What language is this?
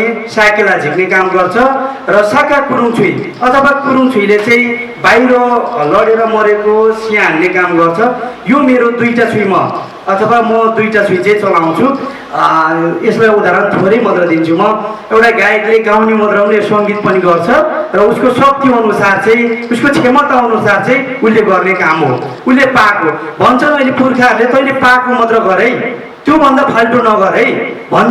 Nepali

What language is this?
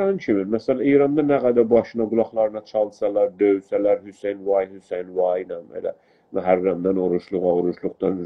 South Azerbaijani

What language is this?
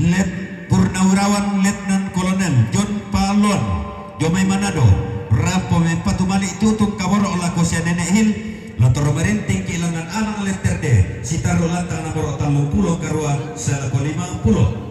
Toraja-Sa'dan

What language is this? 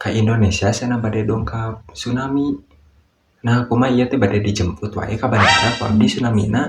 Sundanese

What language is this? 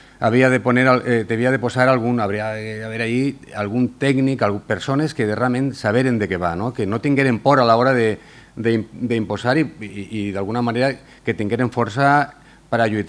Catalan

